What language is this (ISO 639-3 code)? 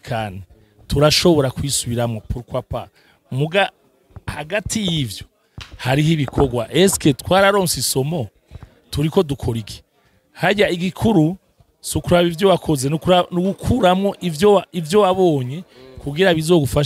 run